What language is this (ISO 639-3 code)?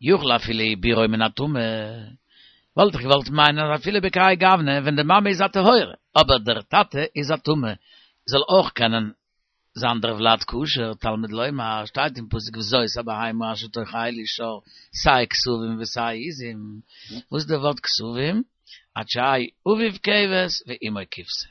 yid